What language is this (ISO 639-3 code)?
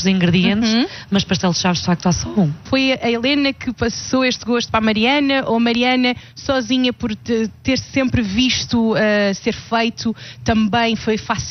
por